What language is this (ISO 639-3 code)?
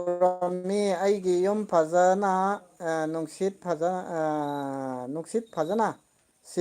mni